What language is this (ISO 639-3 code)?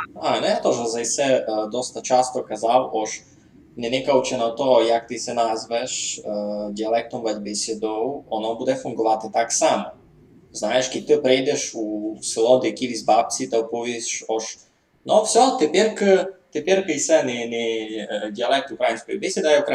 rue